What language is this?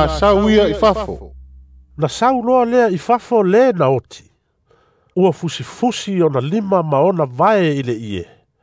Samoan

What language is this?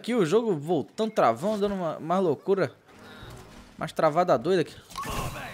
Portuguese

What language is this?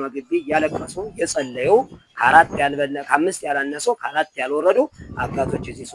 Amharic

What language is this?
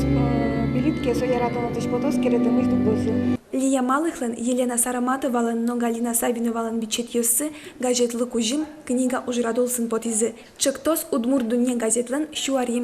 Udmurt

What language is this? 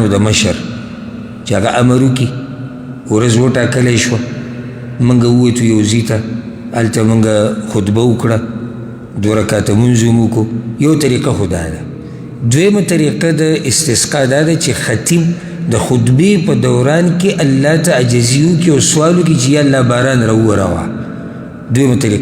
Pashto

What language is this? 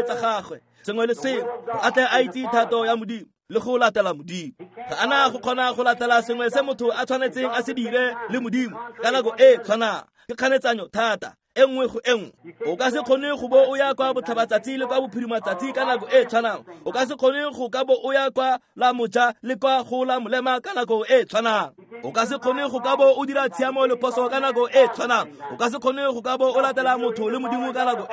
Tswana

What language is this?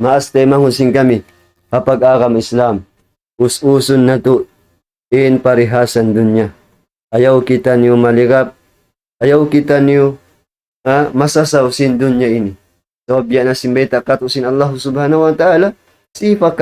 Tausug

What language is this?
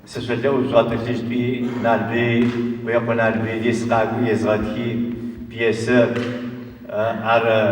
Adyghe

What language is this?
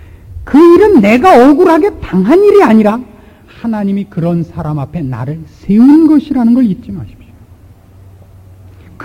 Korean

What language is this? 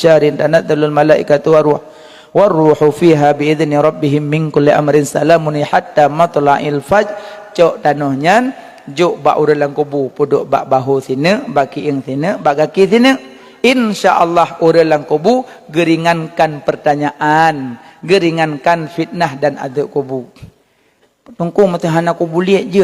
Achinese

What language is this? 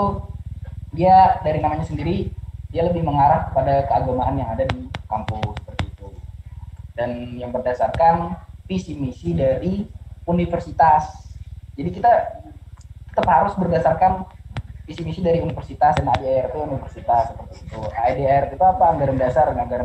Indonesian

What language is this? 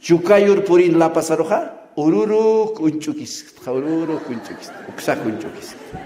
Aymara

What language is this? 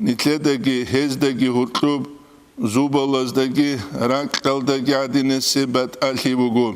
Avaric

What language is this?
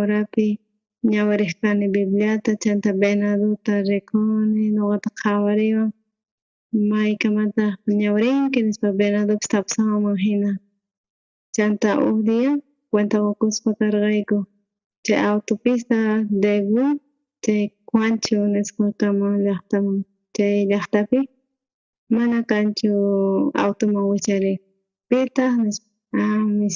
South Bolivian Quechua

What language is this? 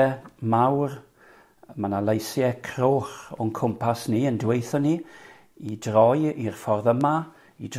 Welsh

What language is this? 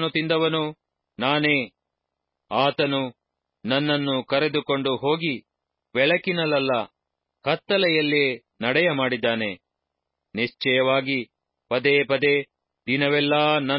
Kannada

